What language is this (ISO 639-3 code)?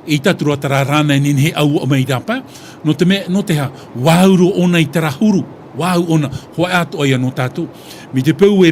tah